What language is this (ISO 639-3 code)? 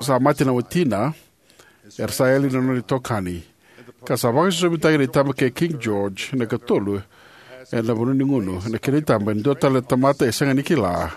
fij